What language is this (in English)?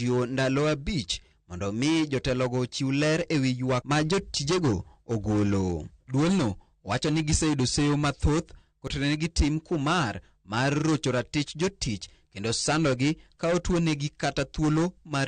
Luo (Kenya and Tanzania)